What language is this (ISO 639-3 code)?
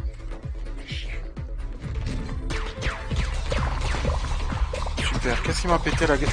fra